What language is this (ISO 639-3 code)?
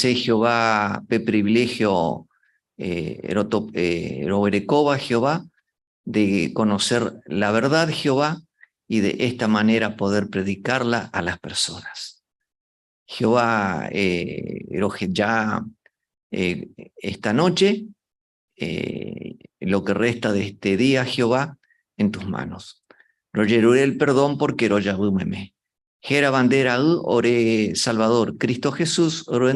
grn